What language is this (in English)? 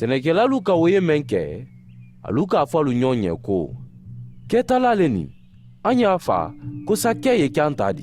Mandingo